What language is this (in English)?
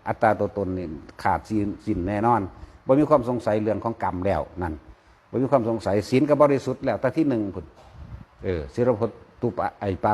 Northeastern Thai